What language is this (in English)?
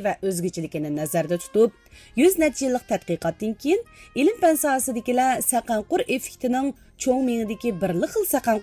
Uyghur